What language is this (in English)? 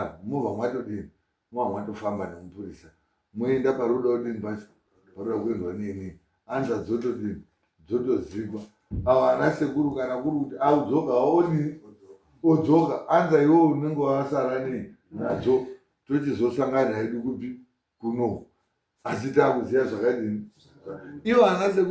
Shona